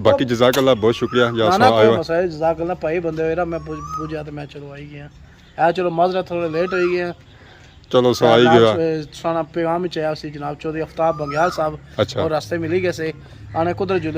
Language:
Pahari-Potwari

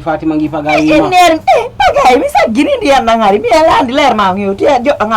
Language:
Fula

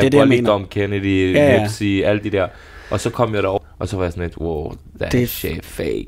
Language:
Danish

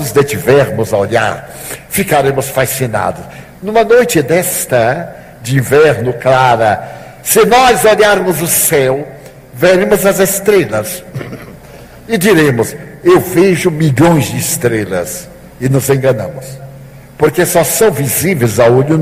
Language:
Portuguese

